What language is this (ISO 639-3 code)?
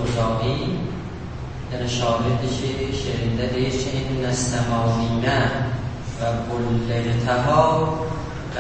azb